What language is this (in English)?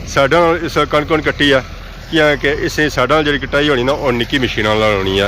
Pahari-Potwari